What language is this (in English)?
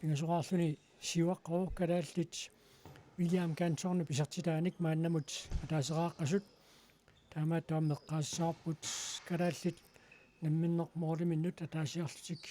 Kalaallisut